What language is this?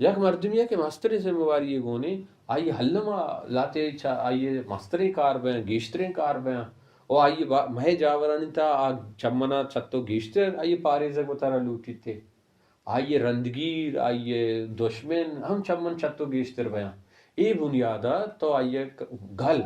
Baluchi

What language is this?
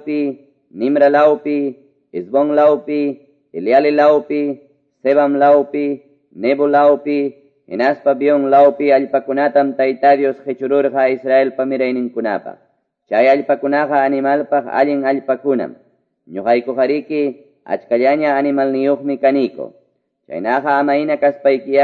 Quechua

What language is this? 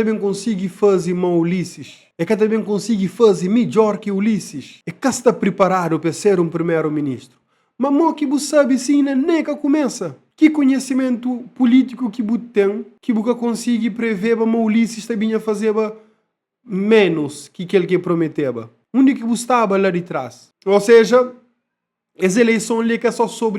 Kabuverdianu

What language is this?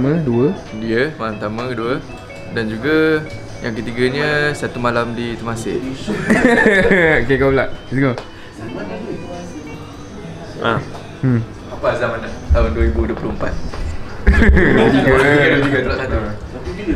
Malay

